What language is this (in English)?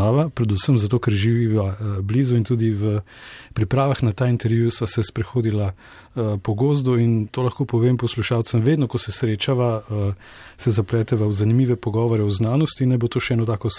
Slovenian